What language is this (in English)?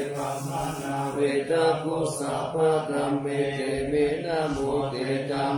Pali